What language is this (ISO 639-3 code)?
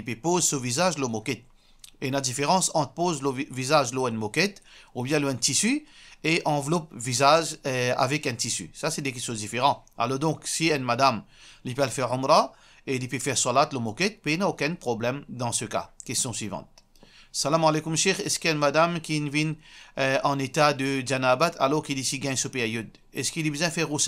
mfe